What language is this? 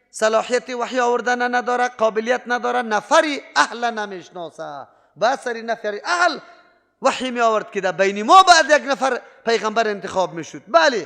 Persian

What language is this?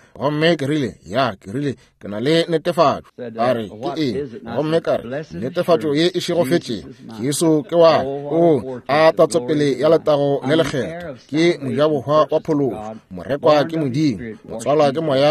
Northern Sotho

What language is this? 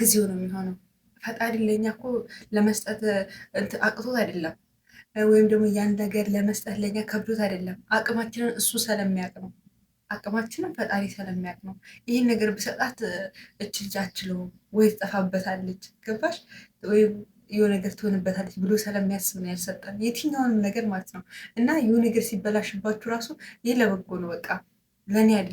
Amharic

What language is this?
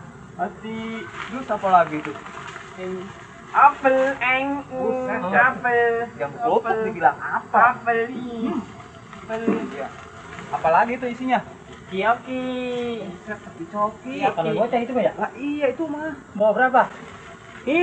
Betawi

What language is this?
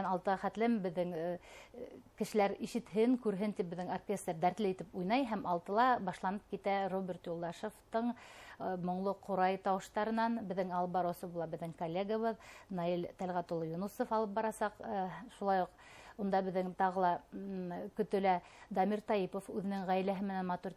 Bashkir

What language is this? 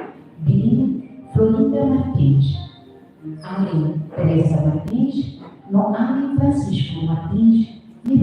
Tetum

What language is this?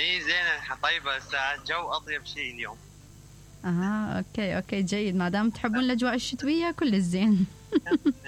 Mesopotamian Arabic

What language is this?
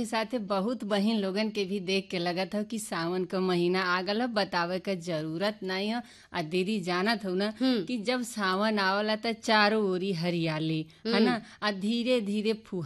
Bhojpuri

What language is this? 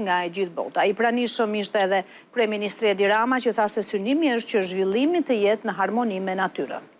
Albanian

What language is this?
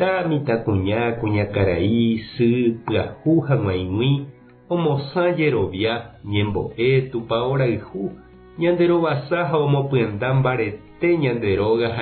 Guarani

